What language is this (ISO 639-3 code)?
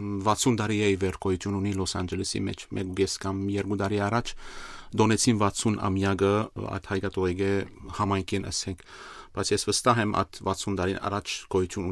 hye